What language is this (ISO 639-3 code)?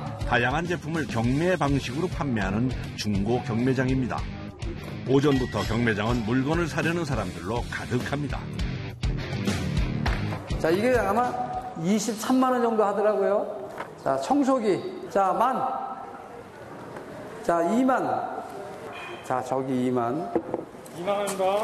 kor